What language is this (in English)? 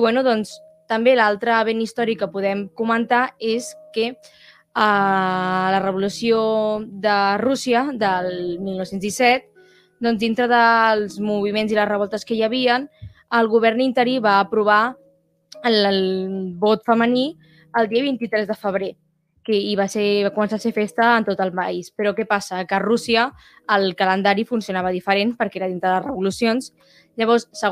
Catalan